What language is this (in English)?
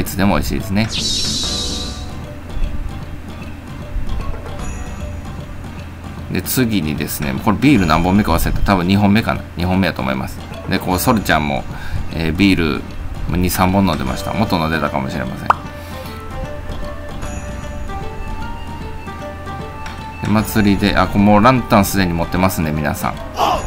Japanese